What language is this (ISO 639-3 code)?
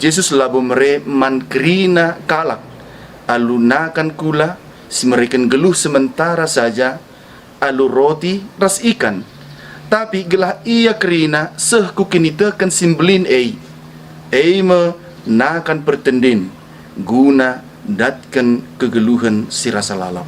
btx